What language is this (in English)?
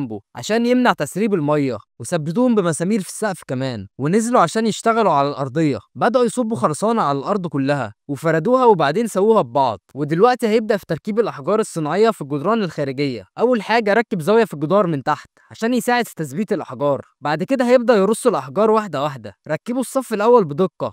Egyptian Arabic